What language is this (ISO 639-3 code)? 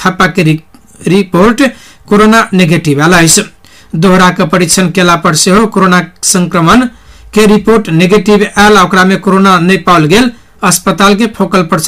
mai